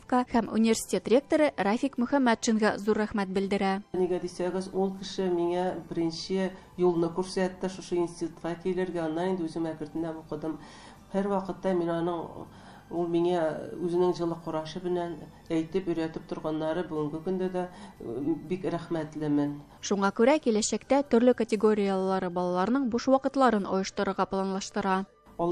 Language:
Tatar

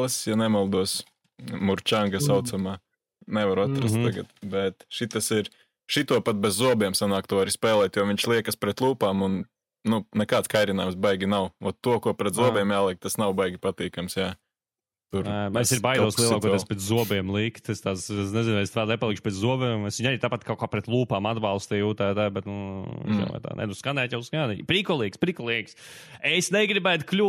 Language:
Latvian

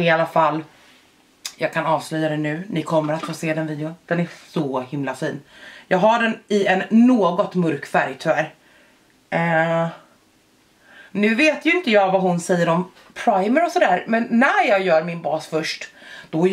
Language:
Swedish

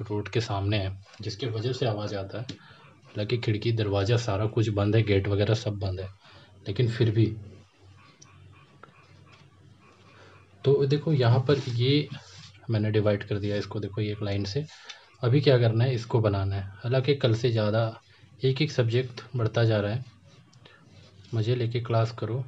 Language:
Hindi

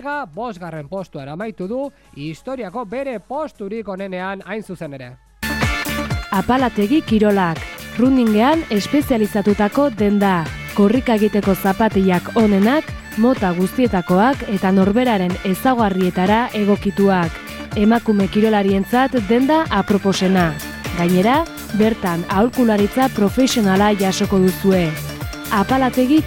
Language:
Basque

